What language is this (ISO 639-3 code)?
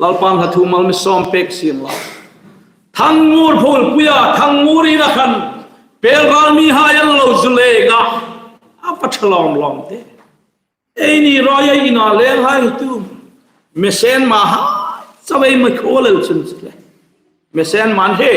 hmr